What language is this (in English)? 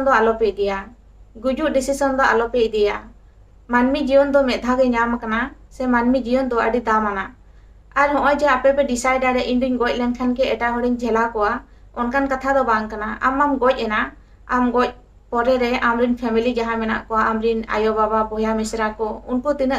Santali